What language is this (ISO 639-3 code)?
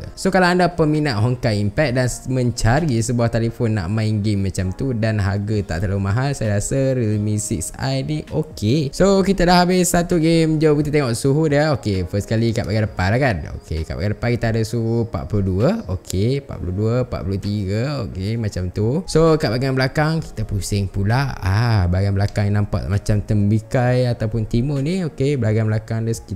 msa